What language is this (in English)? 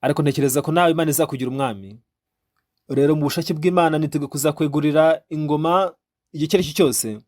Kinyarwanda